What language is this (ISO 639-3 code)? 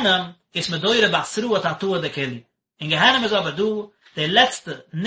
yid